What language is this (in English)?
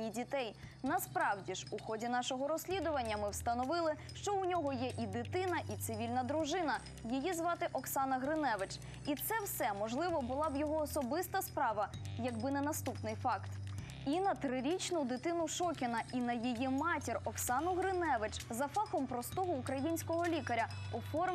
Ukrainian